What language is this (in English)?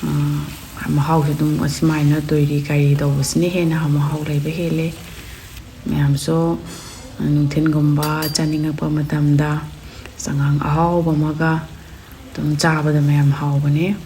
Manipuri